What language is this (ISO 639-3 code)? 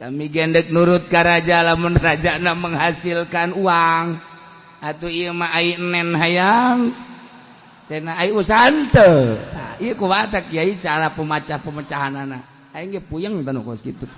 sun